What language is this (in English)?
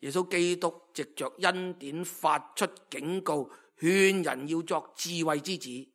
Cantonese